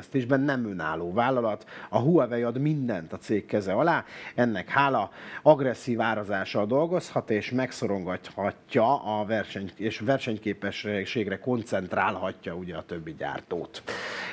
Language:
Hungarian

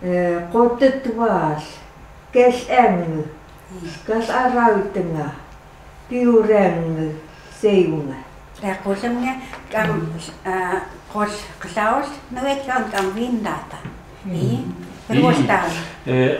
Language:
Chukot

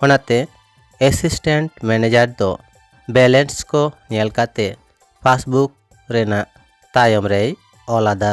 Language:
Santali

